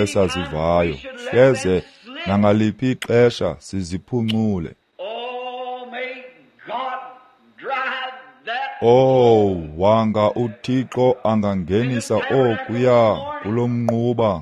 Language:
Xhosa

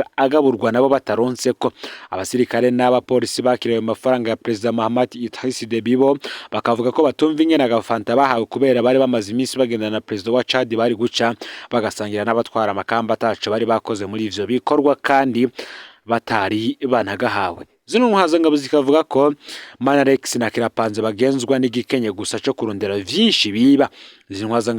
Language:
Rundi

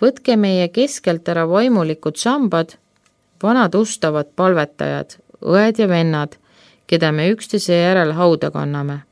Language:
Estonian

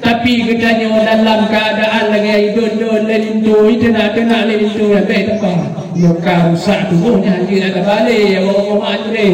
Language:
Achinese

